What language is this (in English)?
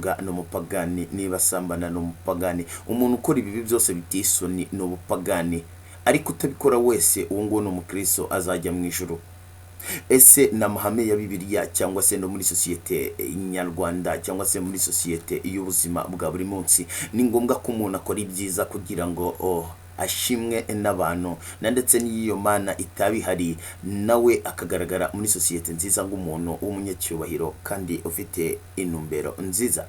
Kinyarwanda